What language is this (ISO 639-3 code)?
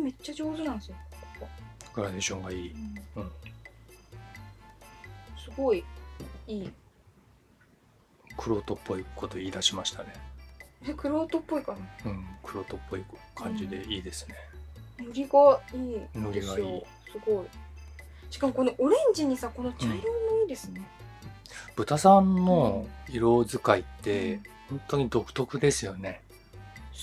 jpn